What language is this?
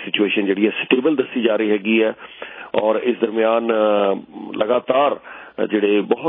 Punjabi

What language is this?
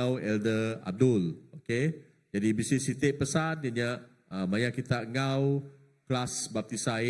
Iban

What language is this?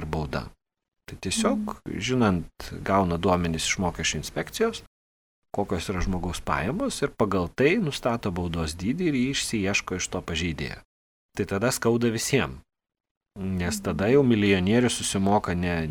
Lithuanian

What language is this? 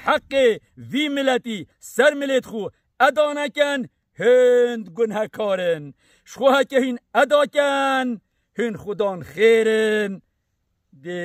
Kurdish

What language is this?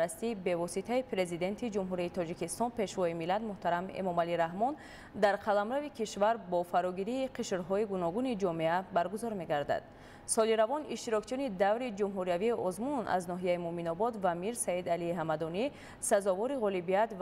Tajik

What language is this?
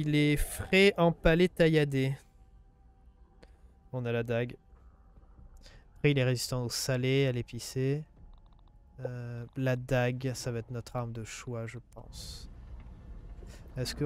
French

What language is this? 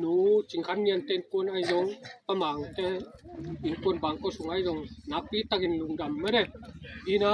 Tedim Chin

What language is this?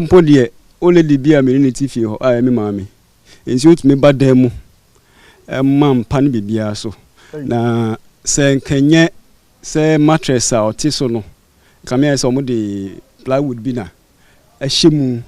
Akan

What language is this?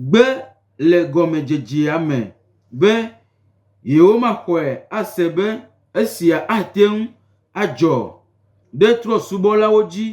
Gen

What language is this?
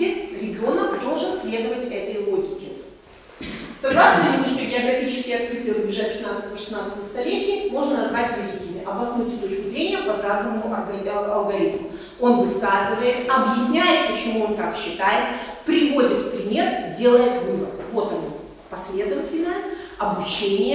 Russian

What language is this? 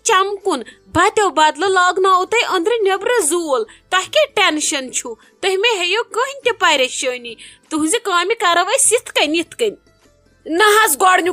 Kashmiri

